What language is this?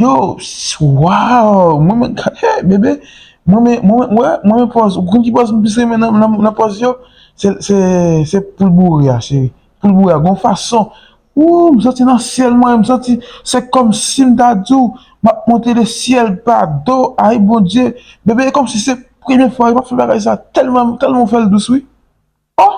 Haitian Creole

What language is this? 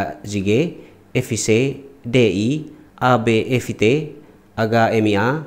Tetum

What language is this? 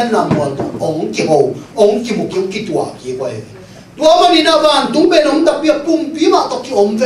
Tedim Chin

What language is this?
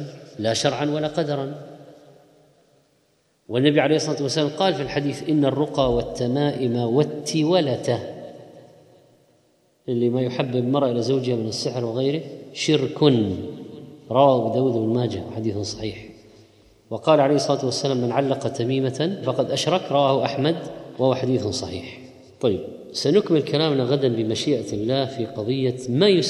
Arabic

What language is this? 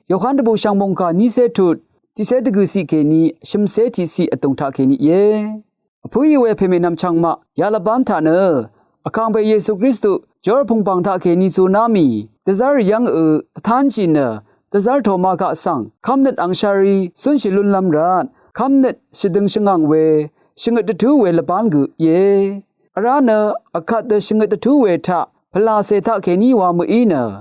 Rawang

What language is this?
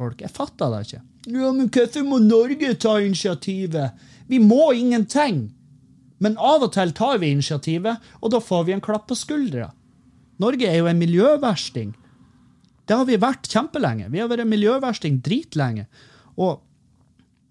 Norwegian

